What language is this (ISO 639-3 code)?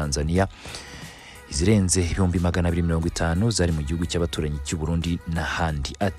kin